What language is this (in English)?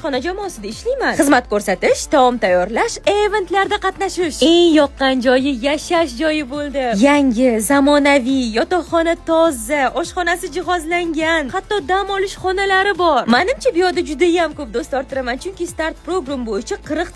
Uzbek